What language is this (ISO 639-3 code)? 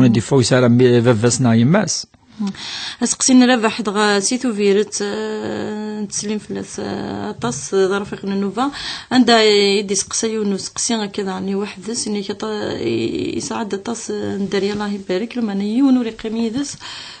kab